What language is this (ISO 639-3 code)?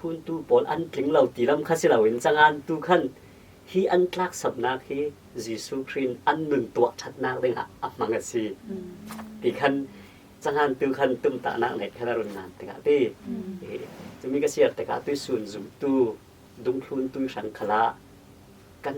cfm